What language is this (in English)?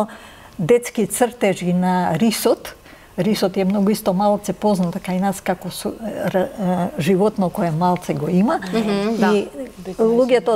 Macedonian